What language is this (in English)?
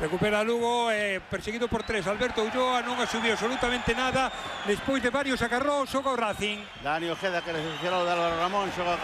Galician